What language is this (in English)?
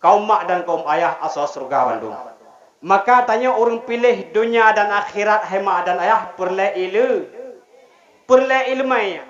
Achinese